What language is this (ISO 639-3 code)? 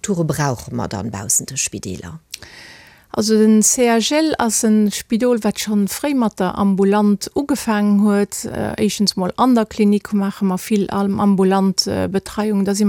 ltz